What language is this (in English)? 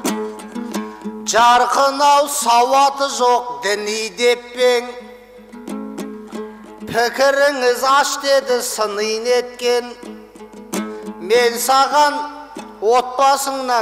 Kazakh